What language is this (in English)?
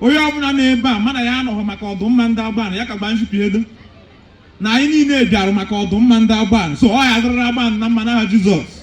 Igbo